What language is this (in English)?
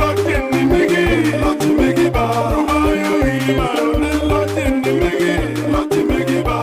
Acoli